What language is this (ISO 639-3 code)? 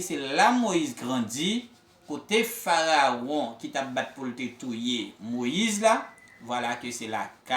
hat